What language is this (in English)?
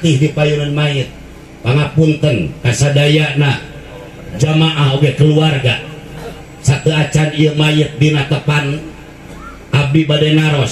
Sundanese